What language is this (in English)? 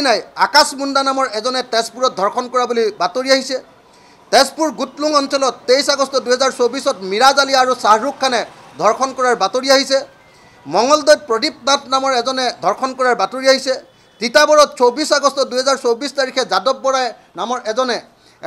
Assamese